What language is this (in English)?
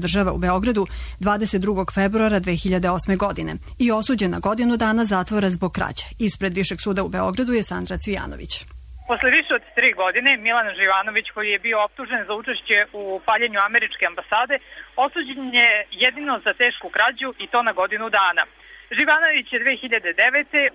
Serbian